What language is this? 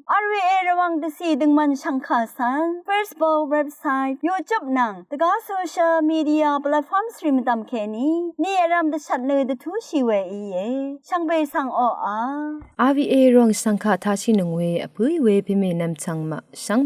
Rawang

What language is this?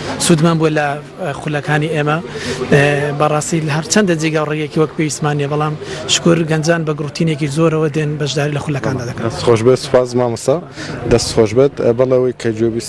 Central Kurdish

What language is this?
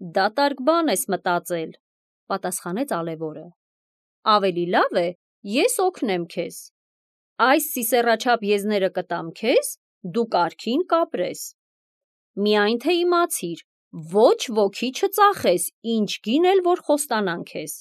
Armenian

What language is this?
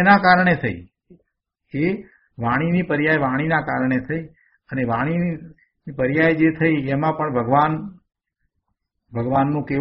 Gujarati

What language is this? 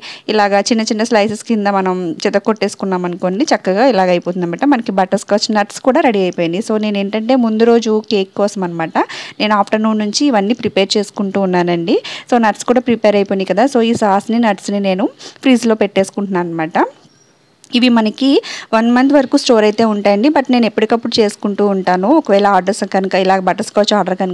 Telugu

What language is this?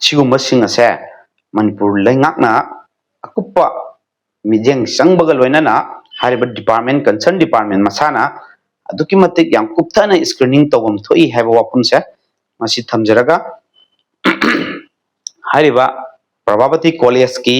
Manipuri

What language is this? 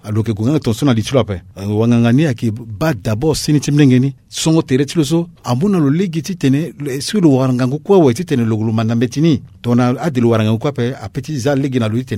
Sango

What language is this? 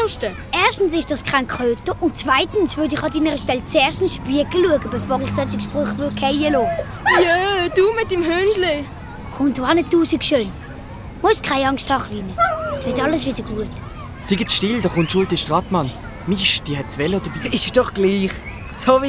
Swiss German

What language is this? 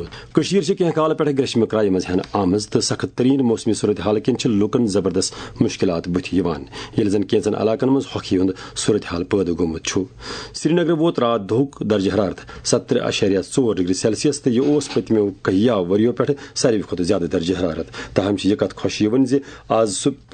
Kashmiri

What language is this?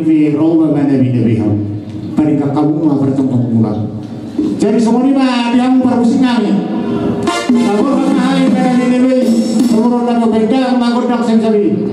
Batak Toba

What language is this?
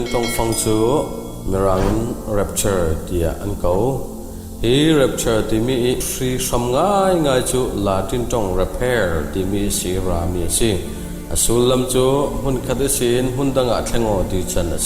Falam Chin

